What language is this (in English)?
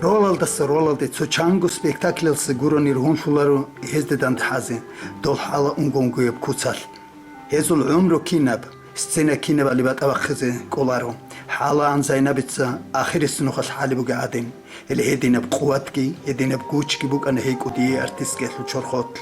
Avaric